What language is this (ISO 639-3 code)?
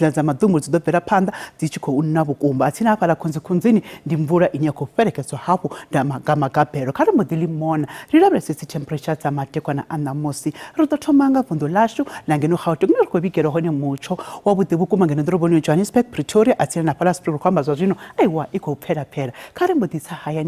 ven